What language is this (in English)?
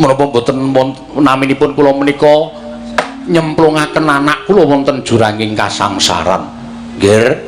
Javanese